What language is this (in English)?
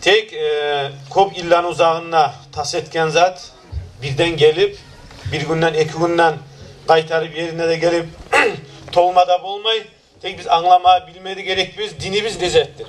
Kumyk